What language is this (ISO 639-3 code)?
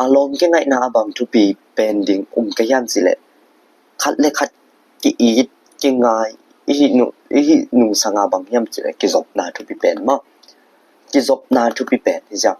ctd